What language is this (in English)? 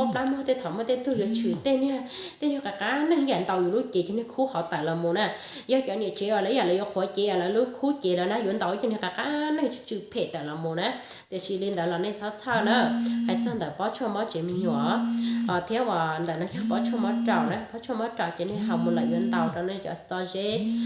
Hmong